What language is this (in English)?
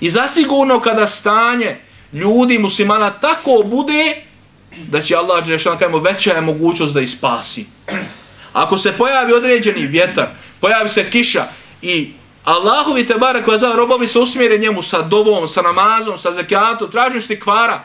Bosnian